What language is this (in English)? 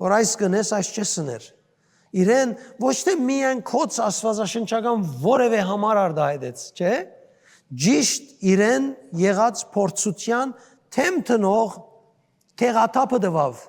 Western Armenian